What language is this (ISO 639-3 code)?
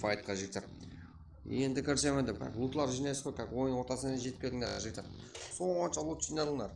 kaa